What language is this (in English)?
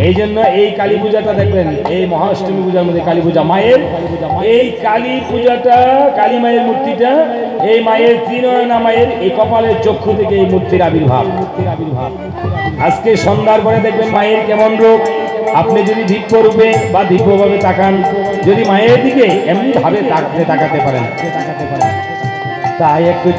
Bangla